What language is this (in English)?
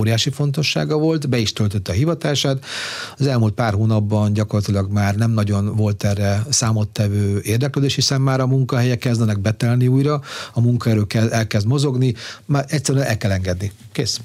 Hungarian